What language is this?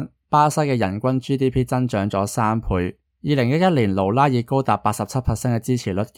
Cantonese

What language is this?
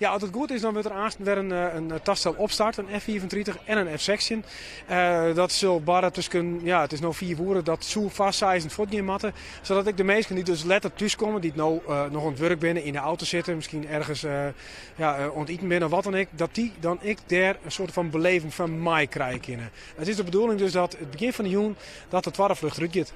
Western Frisian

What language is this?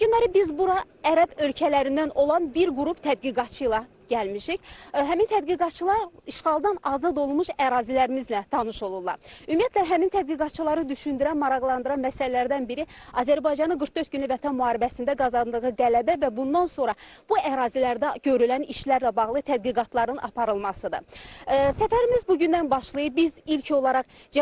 Azerbaijani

